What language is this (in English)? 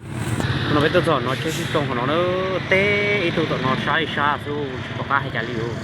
Hmong